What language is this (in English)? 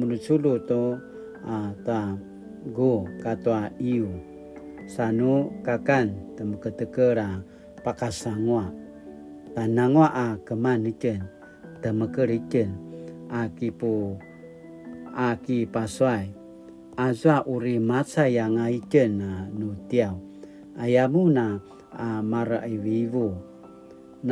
Paiwan